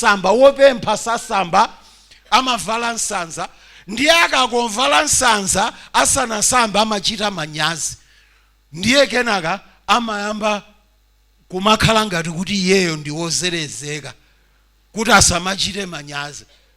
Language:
Nyanja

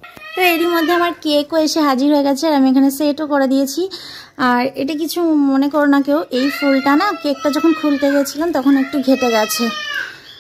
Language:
Bangla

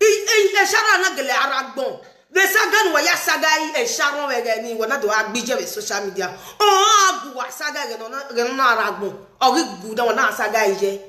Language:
Nigerian Pidgin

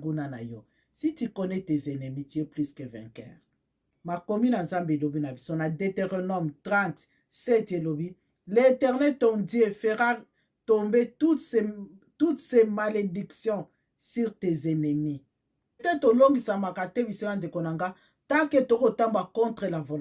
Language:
Lingala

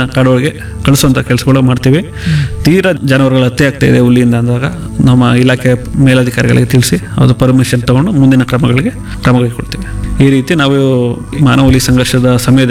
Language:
Kannada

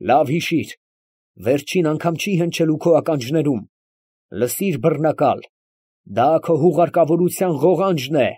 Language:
Armenian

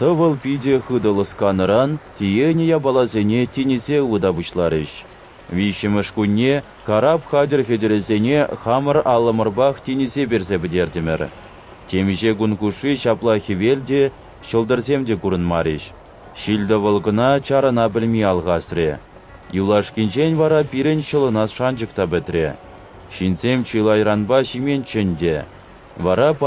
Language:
Chuvash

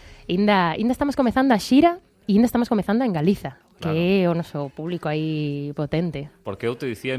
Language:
Galician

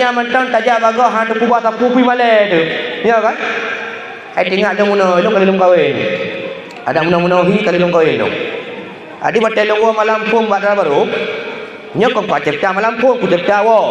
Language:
Achinese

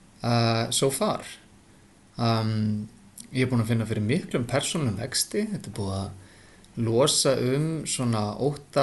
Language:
Icelandic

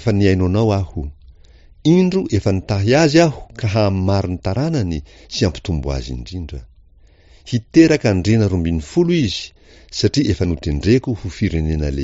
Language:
Malagasy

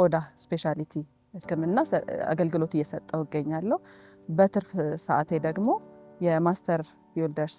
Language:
Amharic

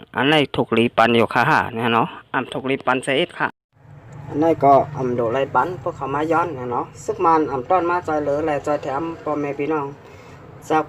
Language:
Shan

